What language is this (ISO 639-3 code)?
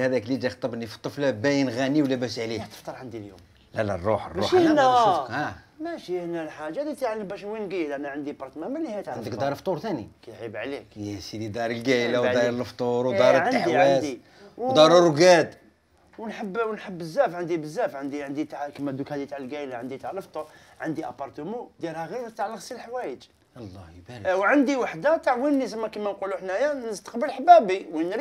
arq